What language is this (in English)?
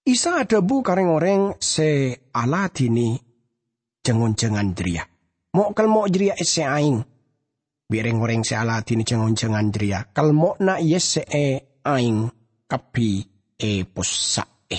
Madurese